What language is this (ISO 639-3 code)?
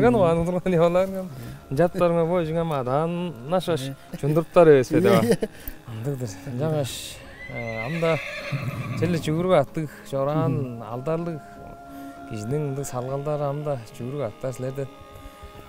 tyv